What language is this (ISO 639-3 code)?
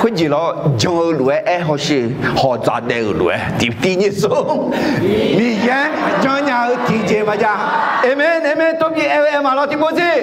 ahk